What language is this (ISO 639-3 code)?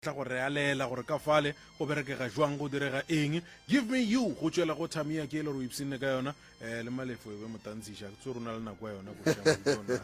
nso